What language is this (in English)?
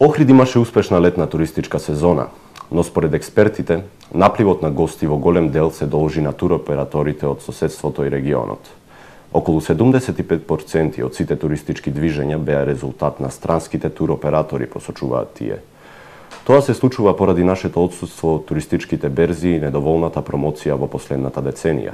Macedonian